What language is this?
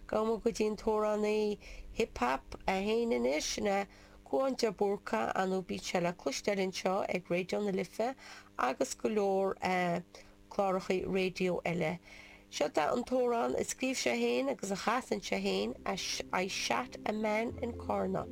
Irish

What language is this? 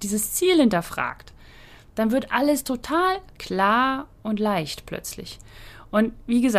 German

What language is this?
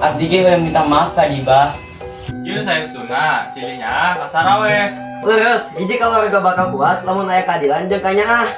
Sundanese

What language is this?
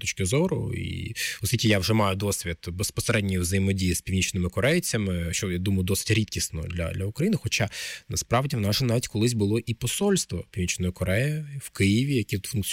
Ukrainian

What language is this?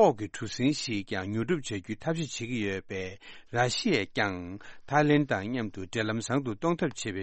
Tibetan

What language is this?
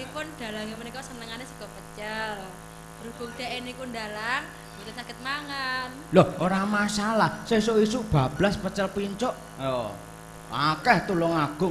Javanese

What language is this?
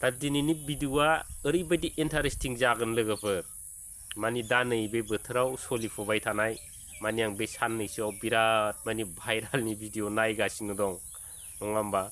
Bodo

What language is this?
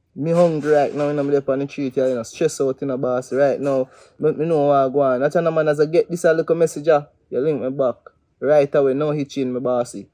Jamaican Creole English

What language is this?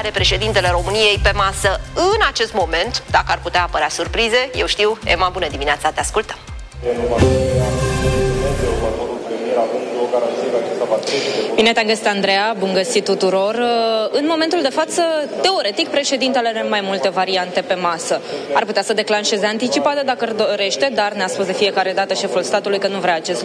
Romanian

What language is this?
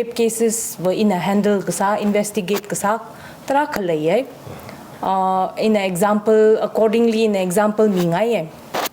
Tangkhul Naga (India)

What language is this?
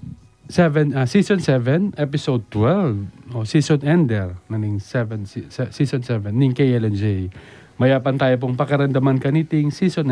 Pampanga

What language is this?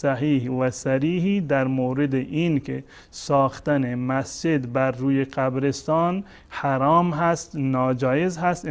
Persian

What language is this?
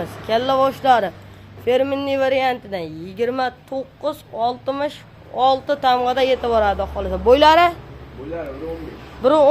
Uzbek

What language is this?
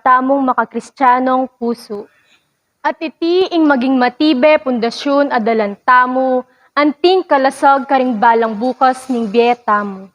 Pampanga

